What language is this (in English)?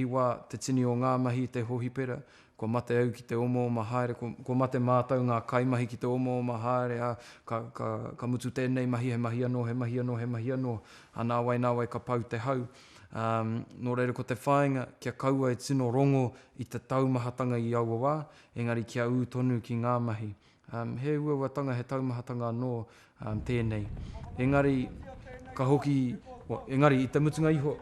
Māori